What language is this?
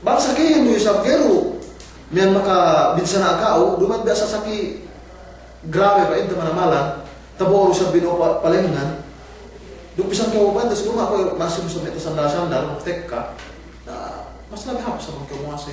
Yakan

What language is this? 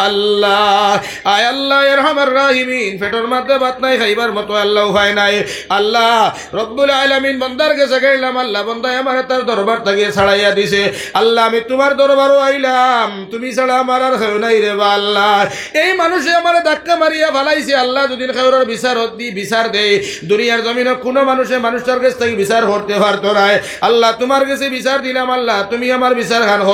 Sylheti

